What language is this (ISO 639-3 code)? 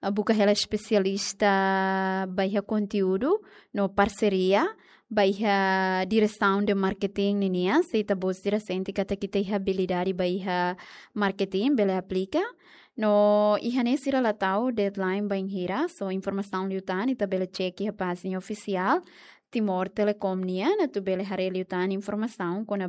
tet